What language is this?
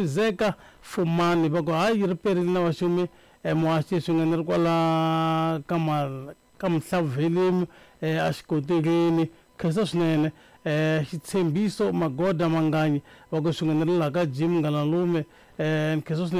Tsonga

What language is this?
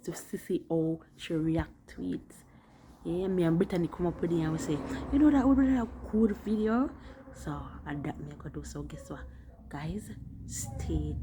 Jamaican Creole English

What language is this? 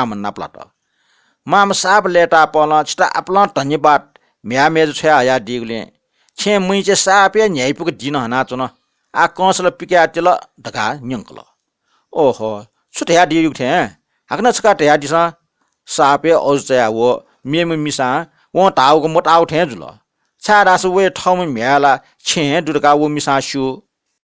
Newari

